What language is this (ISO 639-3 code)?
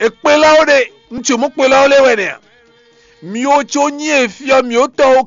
fon